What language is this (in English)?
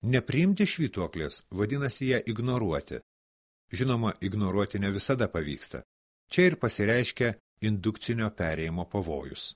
Lithuanian